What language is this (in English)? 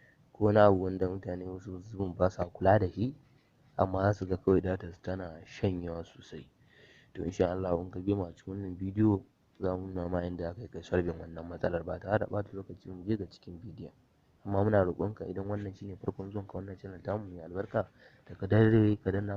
Hausa